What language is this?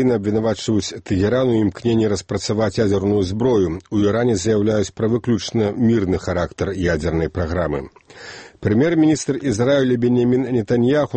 Belarusian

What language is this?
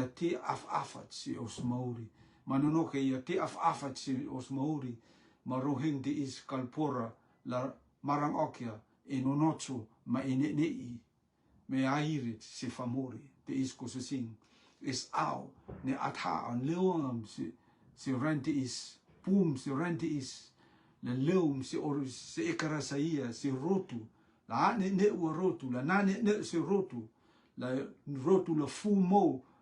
Rotuman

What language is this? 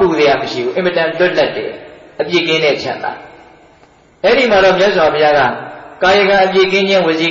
Burmese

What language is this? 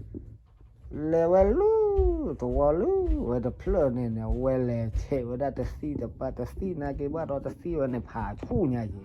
S'gaw Karen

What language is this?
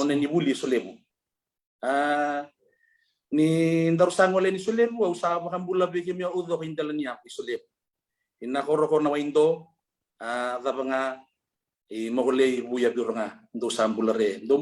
Fijian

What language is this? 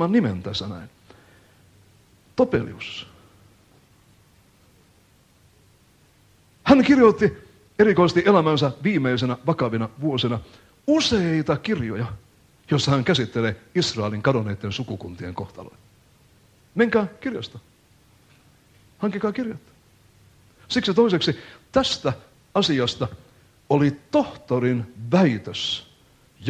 Finnish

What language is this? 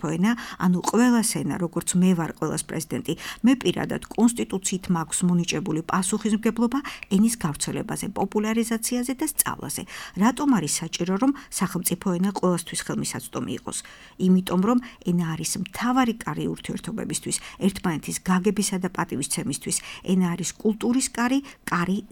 Georgian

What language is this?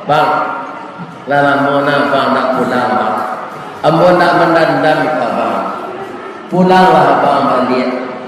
Minangkabau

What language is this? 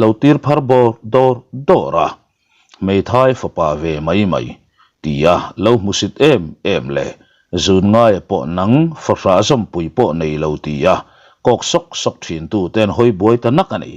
Mizo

